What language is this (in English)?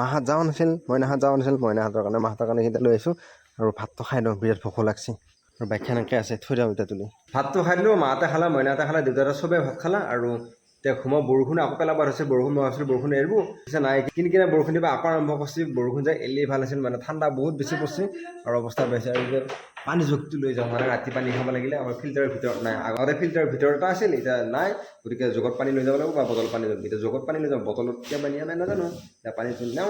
Assamese